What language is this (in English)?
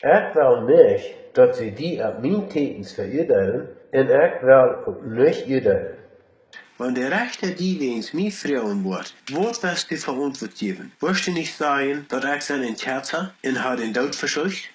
Plautdietsch